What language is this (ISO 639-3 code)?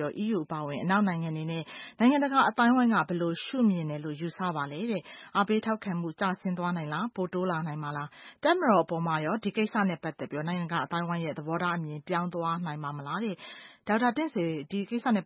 mya